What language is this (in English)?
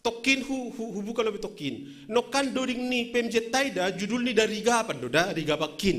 Batak Simalungun